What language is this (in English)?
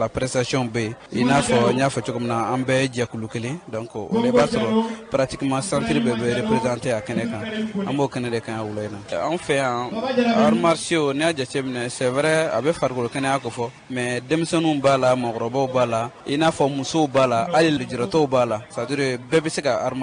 Bambara